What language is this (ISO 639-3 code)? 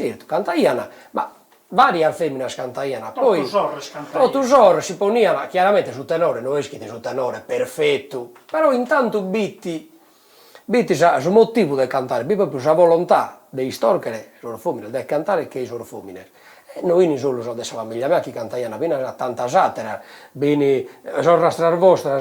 srd